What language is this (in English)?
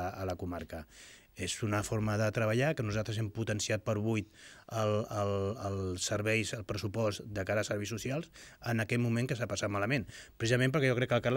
Catalan